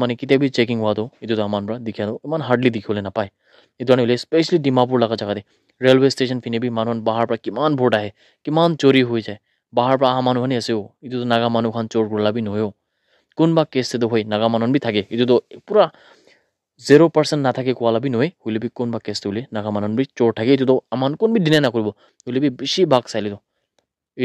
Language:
Naga Pidgin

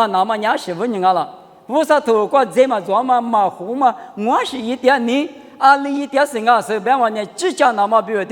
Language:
Lisu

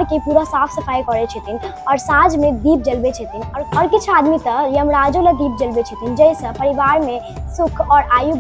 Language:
Maithili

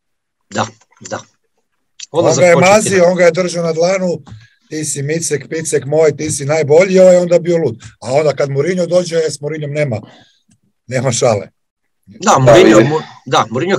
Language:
Croatian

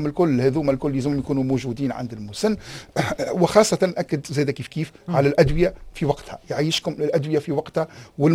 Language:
Tunisian Arabic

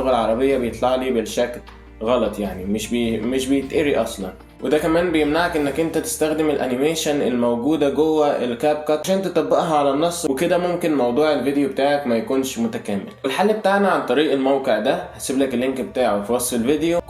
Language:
Egyptian Arabic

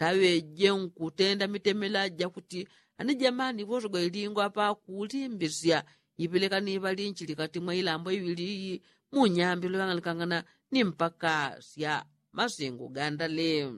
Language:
Yao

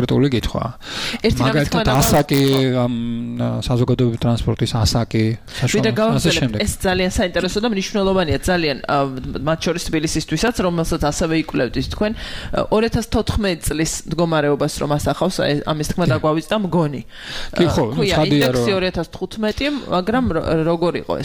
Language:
Georgian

